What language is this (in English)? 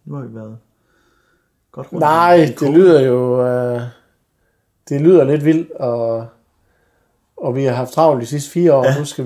Danish